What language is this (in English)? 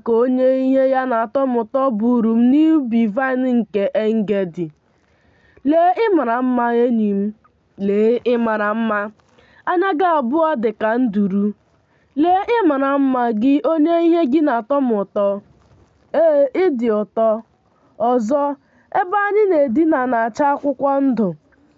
Igbo